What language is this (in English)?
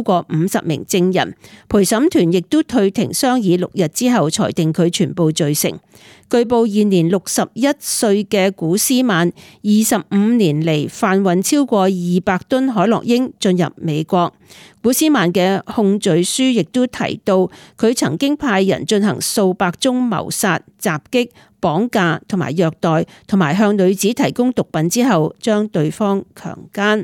Cantonese